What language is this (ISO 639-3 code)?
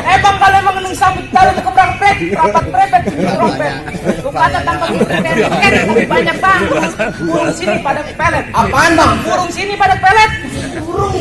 bew